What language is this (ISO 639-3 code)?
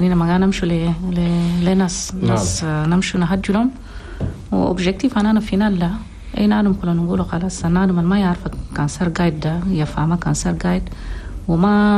shu